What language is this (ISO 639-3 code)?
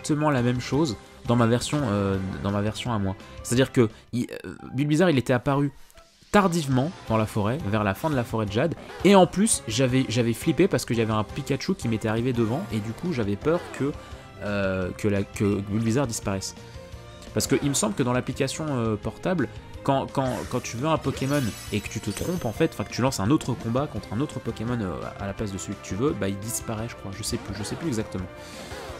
fra